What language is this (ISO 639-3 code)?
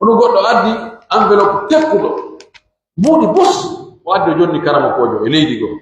fuf